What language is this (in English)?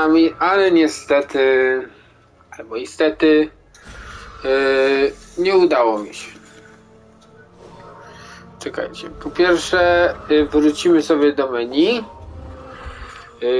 Polish